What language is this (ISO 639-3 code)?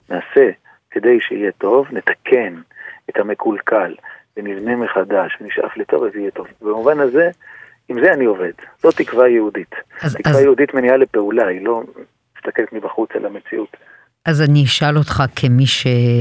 heb